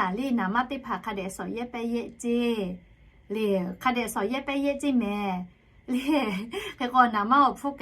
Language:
Lahu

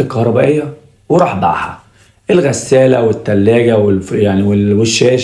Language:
Egyptian Arabic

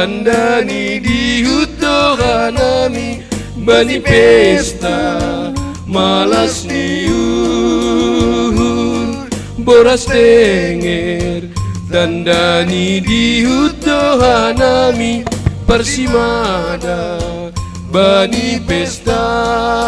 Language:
Batak Simalungun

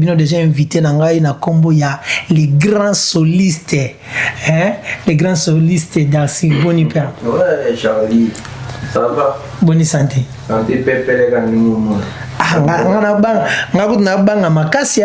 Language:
Lingala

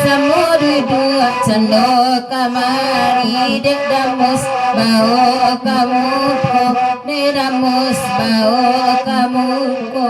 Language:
Minangkabau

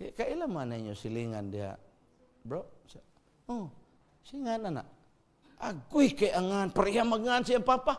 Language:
Cebuano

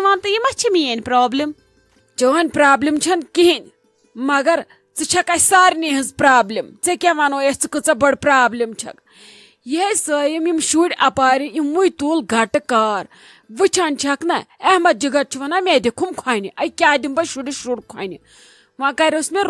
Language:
Kashmiri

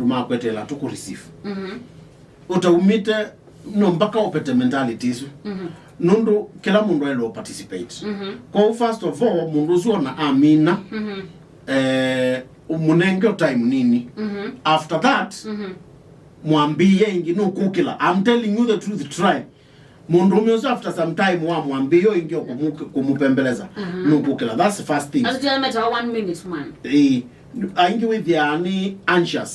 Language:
Kamba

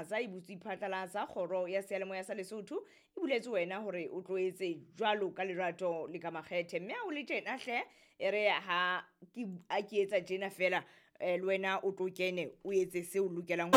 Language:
Southern Sotho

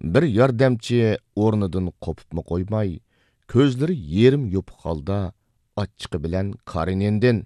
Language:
Uyghur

